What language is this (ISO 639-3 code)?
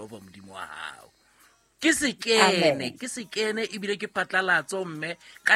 sot